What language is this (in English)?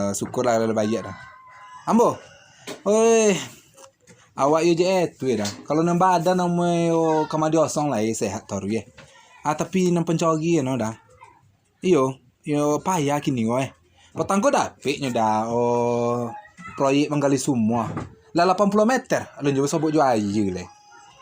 Minangkabau